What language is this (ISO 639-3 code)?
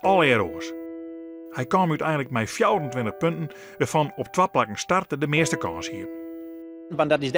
fry